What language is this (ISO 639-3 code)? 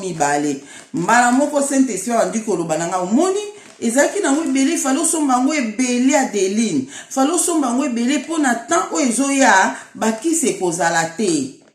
lin